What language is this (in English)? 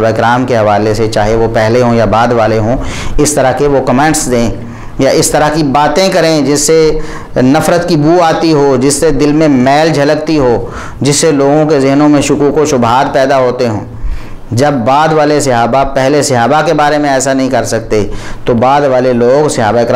Urdu